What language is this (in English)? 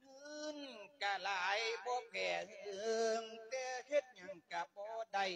Lao